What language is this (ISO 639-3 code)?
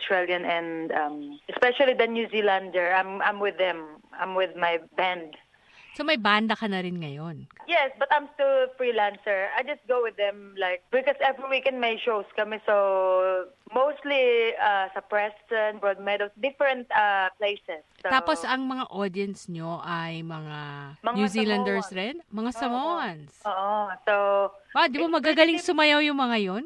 fil